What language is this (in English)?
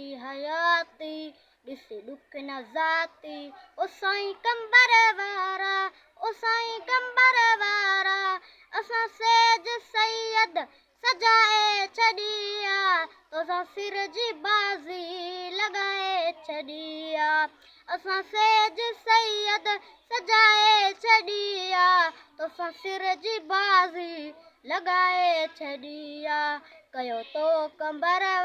Sindhi